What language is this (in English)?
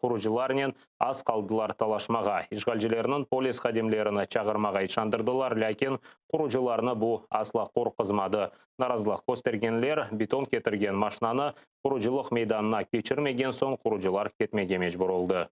Crimean Tatar